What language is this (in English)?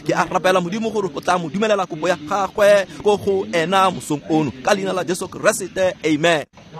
Tswana